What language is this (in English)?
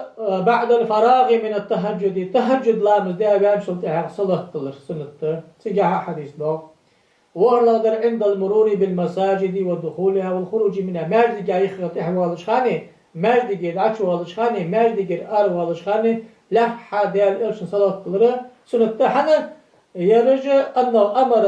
Ingush